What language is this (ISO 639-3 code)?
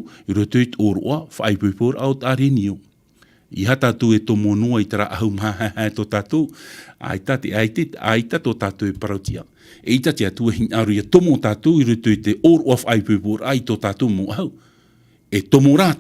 tah